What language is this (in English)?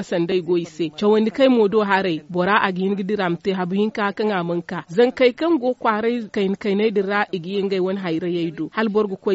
Zarma